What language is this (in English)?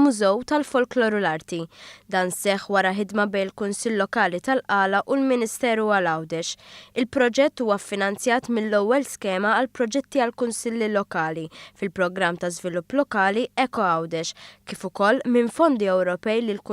Maltese